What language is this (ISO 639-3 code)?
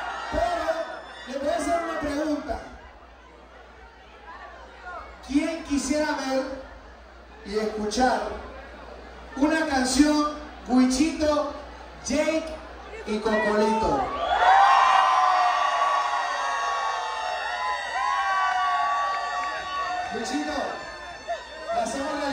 spa